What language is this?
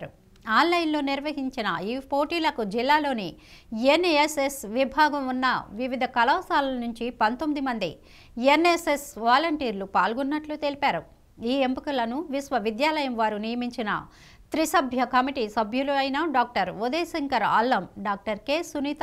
Telugu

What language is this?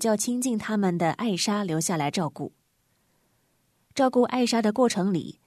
Chinese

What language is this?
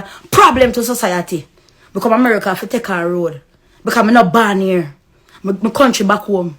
Jamaican Creole English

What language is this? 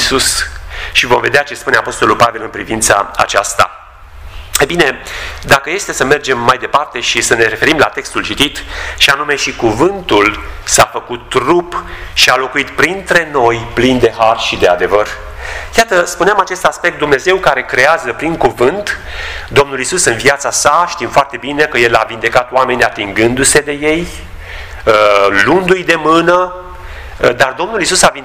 Romanian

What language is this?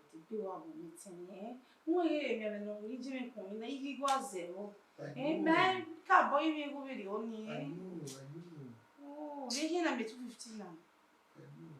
Bini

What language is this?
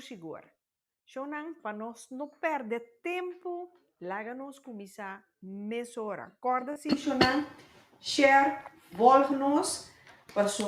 Papiamento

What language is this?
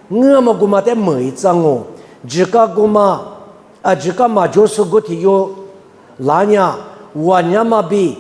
Lisu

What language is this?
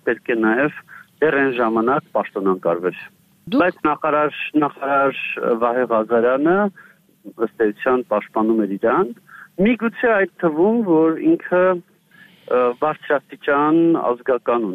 Armenian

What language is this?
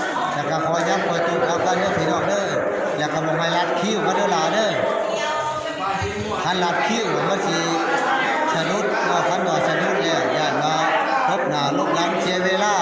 Lao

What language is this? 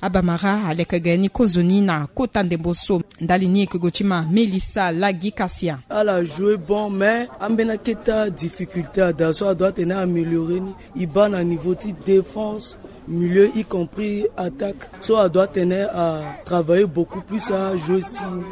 Sango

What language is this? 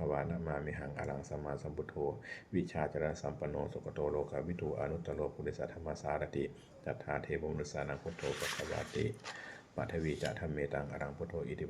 Pali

